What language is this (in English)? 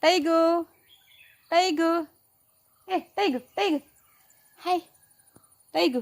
Tulu